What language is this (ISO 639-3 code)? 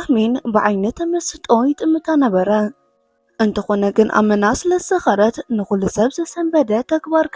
tir